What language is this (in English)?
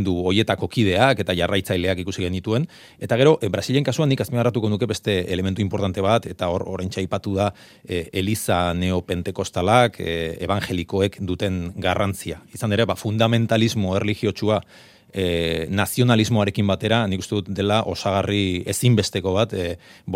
Basque